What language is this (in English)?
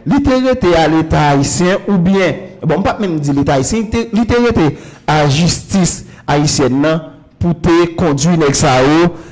Haitian Creole